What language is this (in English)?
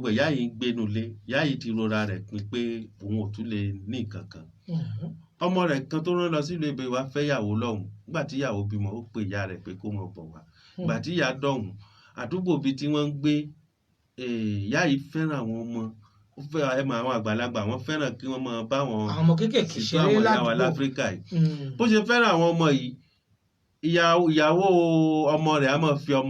Yoruba